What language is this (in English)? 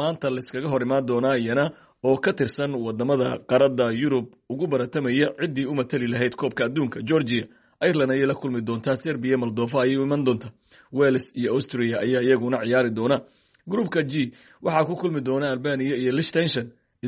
Somali